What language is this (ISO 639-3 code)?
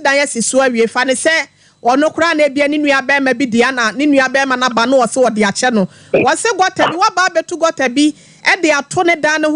aka